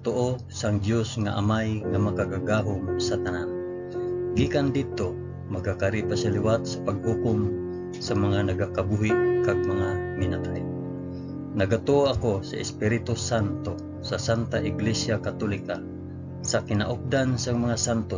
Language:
Hiligaynon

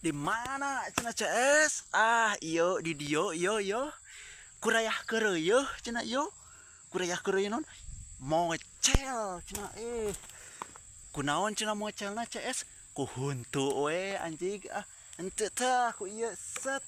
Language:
Sundanese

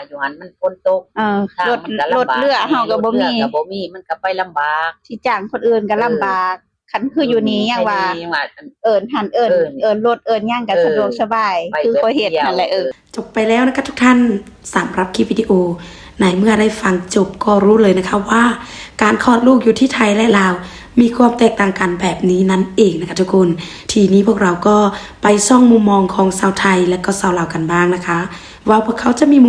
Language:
Lao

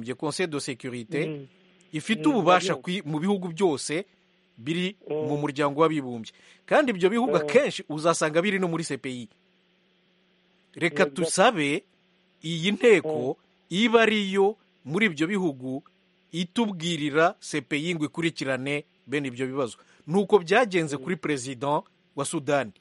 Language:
Kinyarwanda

